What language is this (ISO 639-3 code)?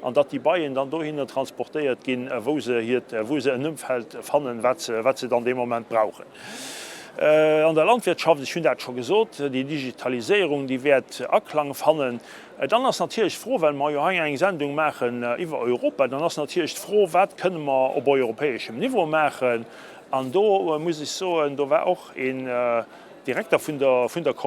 ltz